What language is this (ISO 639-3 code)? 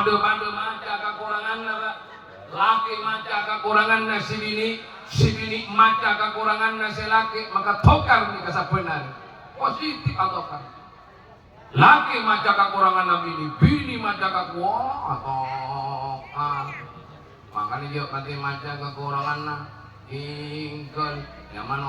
mad